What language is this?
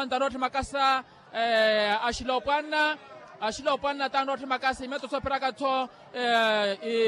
Makhuwa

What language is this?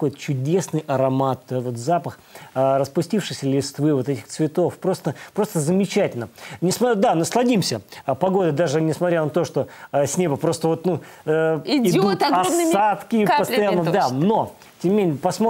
Russian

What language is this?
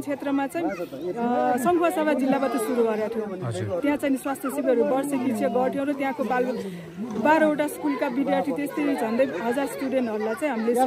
Nepali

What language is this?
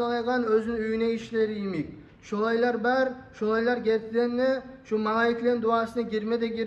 Kumyk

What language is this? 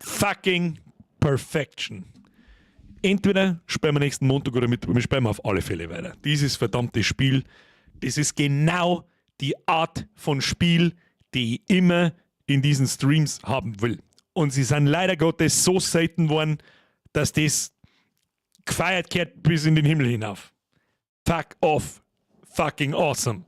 Bavarian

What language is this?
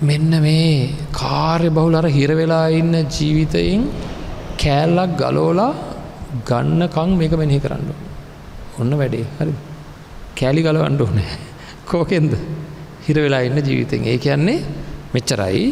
Sinhala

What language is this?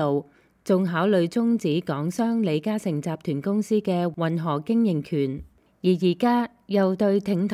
Cantonese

